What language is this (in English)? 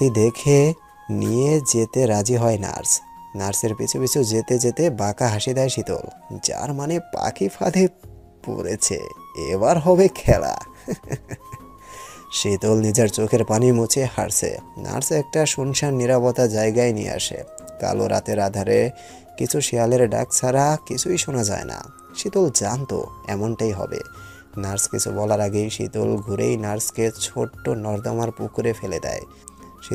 Bangla